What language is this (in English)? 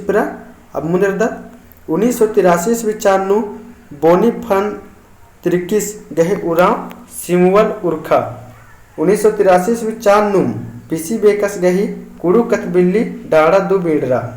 Kurukh